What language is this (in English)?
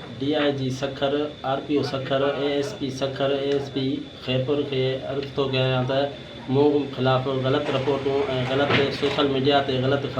Sindhi